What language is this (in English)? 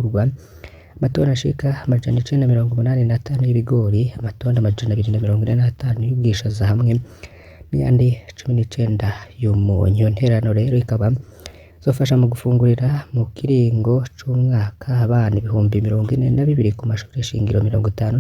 Rundi